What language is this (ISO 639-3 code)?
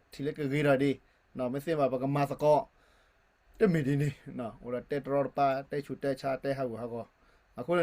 ksw